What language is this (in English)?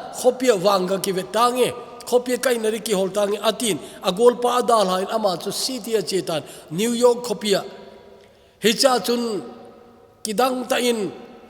Thado Chin